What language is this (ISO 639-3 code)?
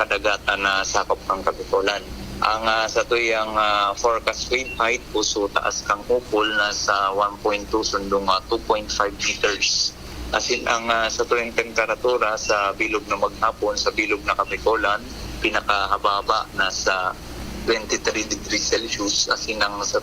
bik